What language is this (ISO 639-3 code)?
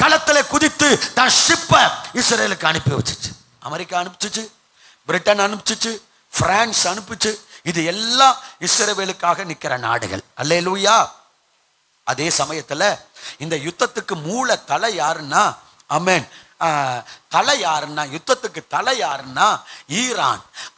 tam